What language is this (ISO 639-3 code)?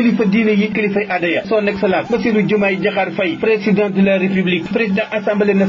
wol